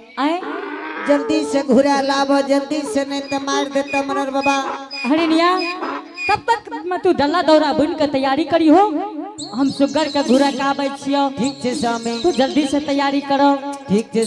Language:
Angika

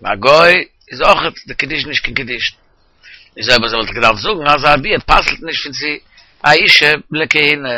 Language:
Yiddish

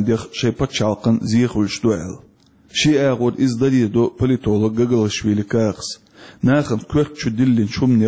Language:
Chechen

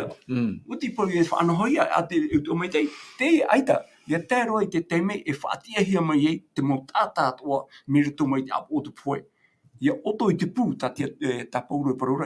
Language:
Tahitian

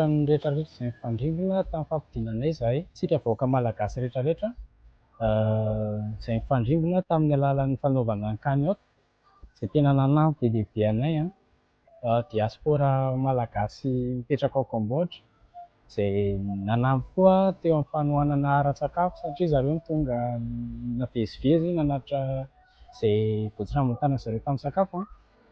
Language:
Malagasy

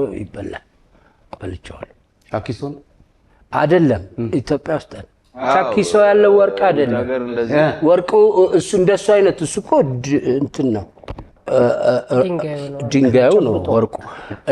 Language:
Amharic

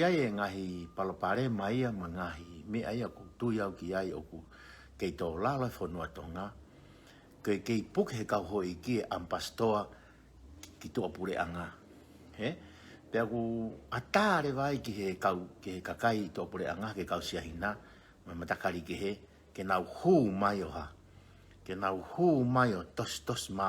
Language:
Tongan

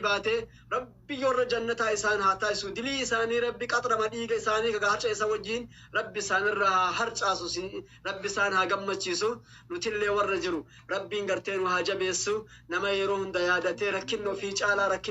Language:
Oromo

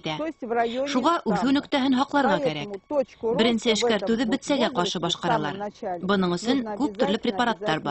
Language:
Bashkir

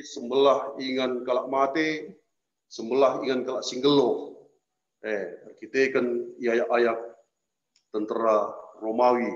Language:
Batak Karo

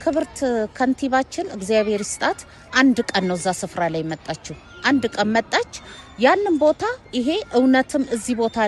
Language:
Amharic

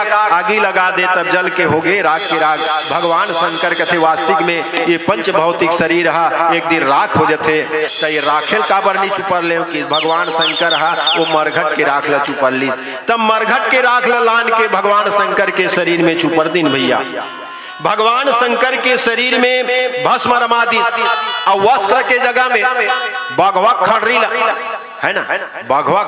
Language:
Chhattisgarhi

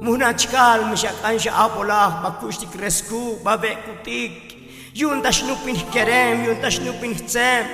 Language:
Tzotzil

